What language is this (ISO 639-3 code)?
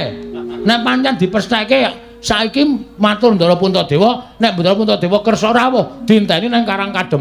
jav